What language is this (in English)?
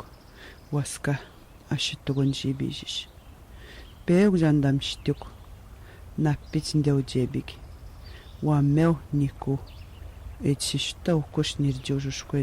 Atikamekw